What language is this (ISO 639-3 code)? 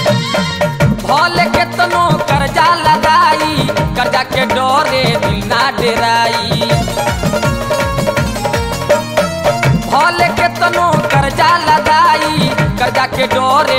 bho